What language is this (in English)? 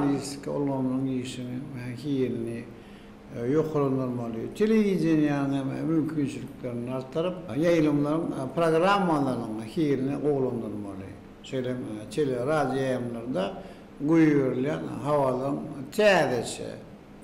Turkmen